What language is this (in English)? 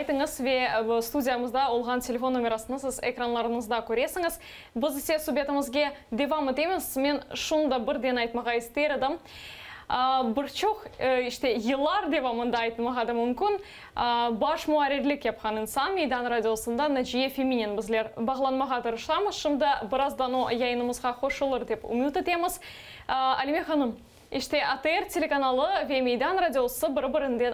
Crimean Tatar